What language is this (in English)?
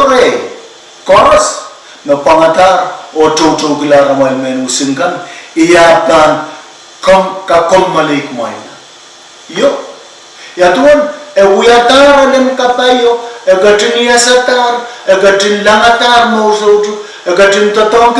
Pohnpeian